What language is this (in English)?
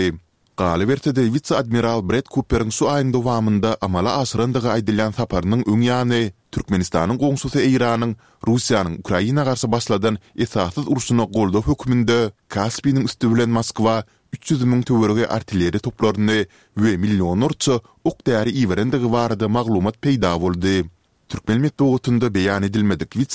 Turkmen